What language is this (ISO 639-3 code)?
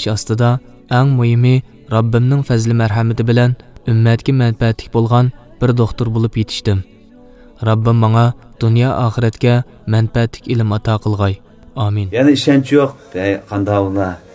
uig